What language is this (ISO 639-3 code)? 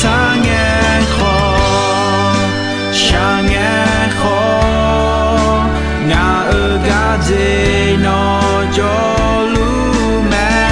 ahk